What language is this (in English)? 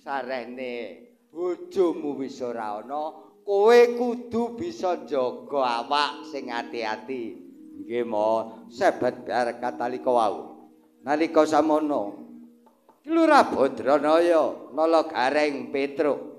Javanese